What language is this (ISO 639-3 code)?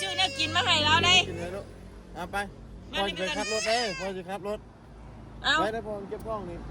tts